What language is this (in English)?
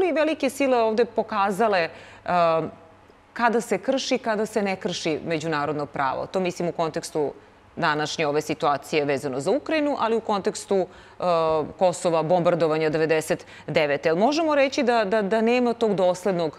Serbian